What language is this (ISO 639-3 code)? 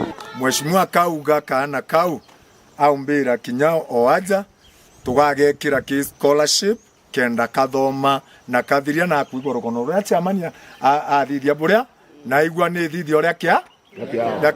mer